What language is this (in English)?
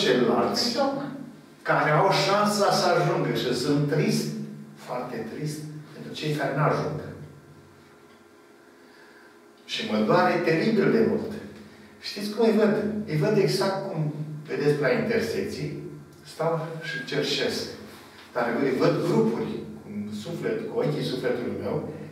Romanian